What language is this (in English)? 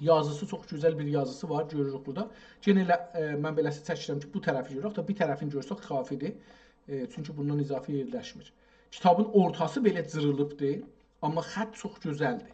South Azerbaijani